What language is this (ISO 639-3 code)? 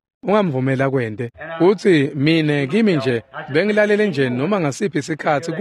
ssw